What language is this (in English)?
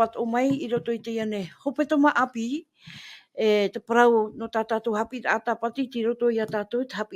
Tahitian